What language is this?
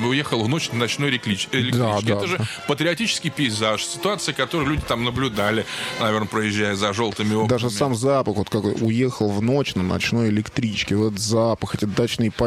Russian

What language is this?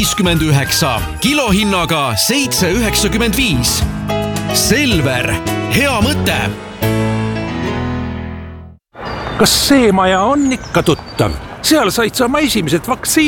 Estonian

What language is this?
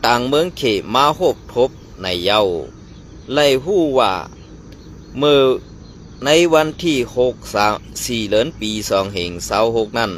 Shan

